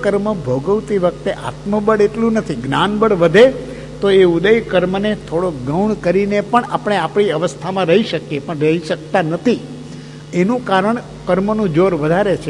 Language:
Gujarati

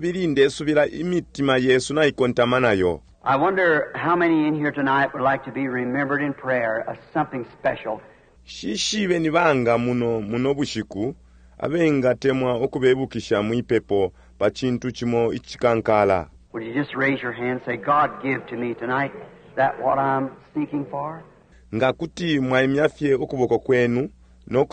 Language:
Bemba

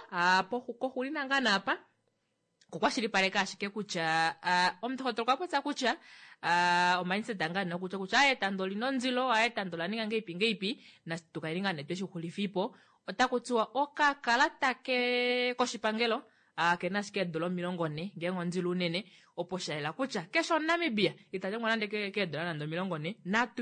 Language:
Kuanyama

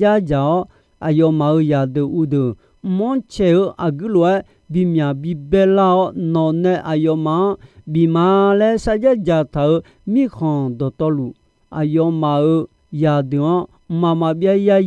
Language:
Akha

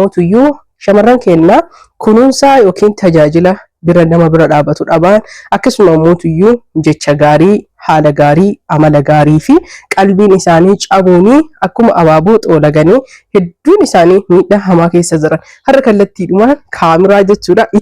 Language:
Oromo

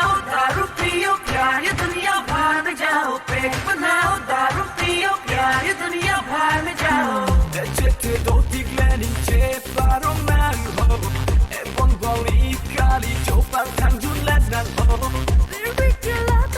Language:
Karbi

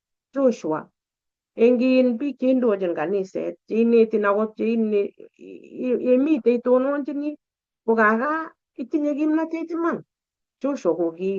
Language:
Kalenjin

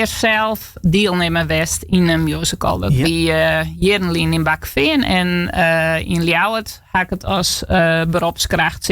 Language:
Western Frisian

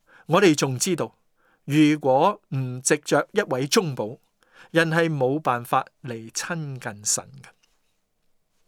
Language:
Cantonese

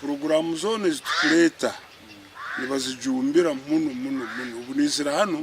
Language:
Nyankole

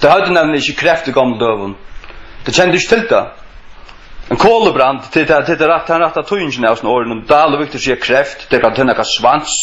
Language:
Faroese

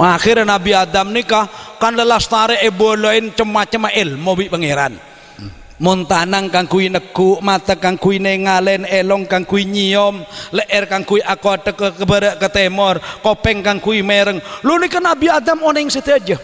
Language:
Madurese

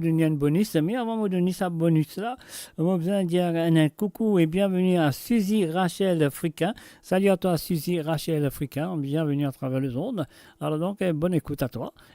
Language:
Morisyen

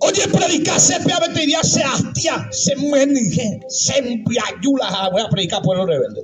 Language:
Guarani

